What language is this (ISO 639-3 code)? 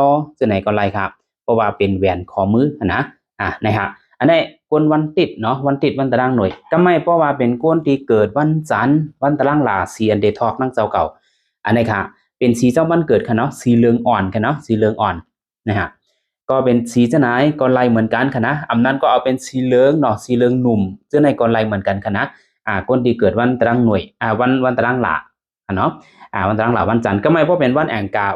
shn